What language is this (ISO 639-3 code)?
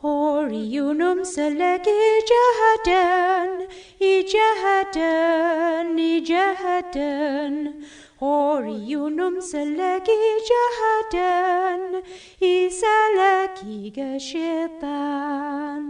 kab